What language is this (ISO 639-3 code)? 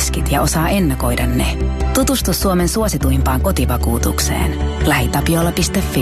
fin